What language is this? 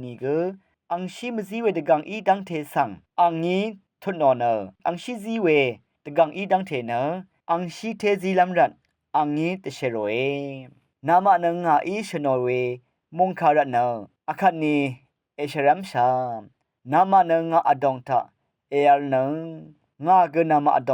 Rawang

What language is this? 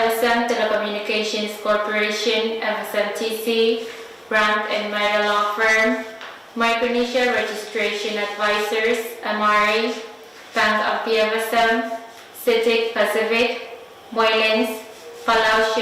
Pohnpeian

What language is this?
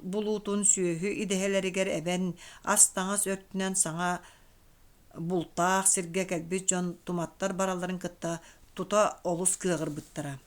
Yakut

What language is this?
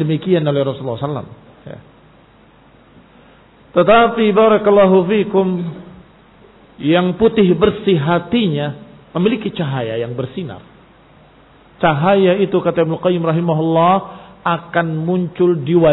Indonesian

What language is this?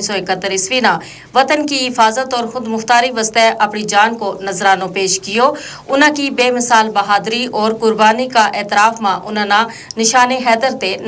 Gujari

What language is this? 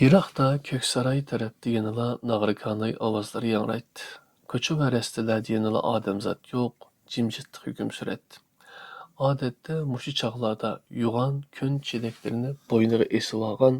Uyghur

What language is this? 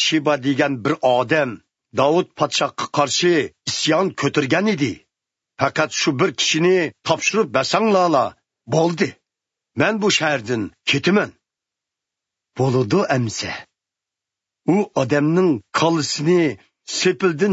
Uyghur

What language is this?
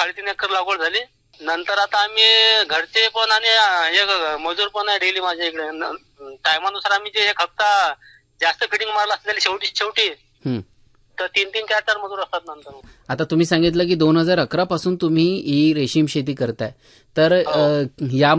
Marathi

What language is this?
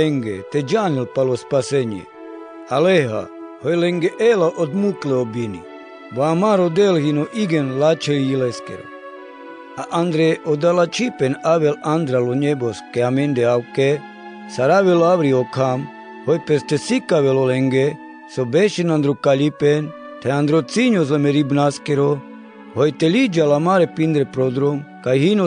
Carpathian Romani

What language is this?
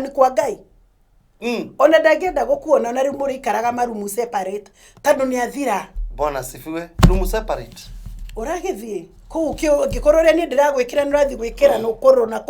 Kikuyu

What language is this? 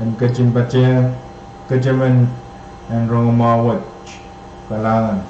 Pohnpeian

